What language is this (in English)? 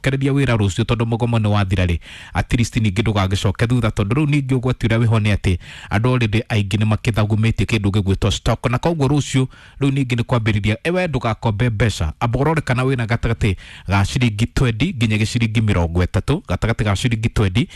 Kikuyu